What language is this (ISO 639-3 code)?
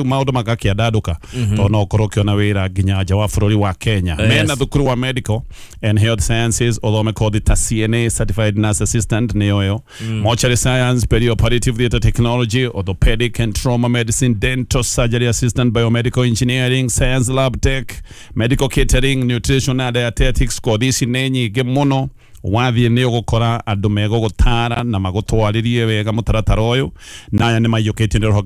kik